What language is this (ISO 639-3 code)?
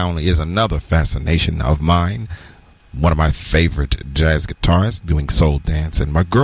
eng